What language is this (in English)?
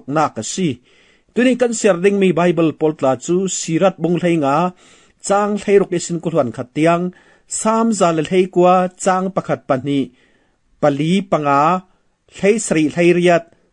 Falam Chin